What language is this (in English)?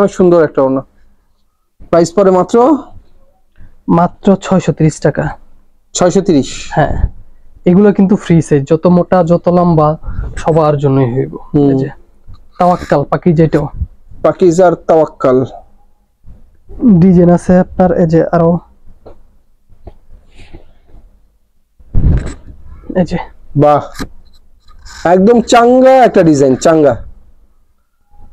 Bangla